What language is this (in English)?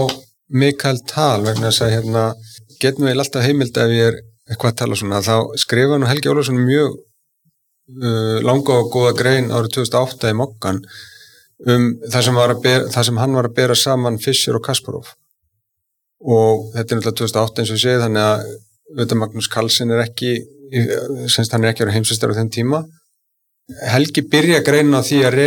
Icelandic